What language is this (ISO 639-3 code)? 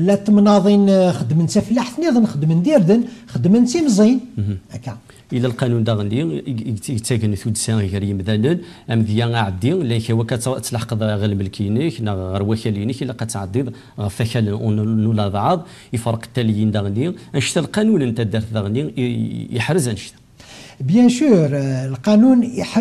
kab